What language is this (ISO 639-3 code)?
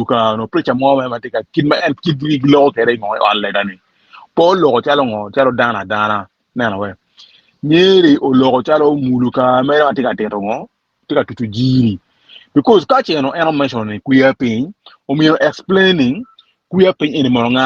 ach